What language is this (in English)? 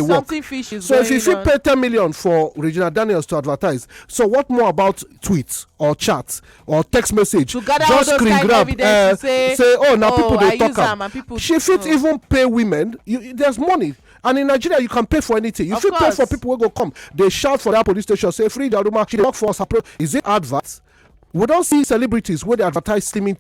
Nigerian Pidgin